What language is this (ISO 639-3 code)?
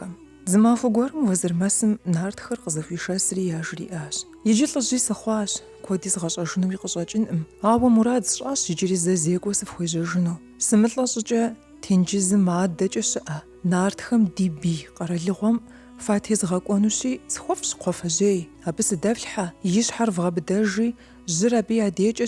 kbd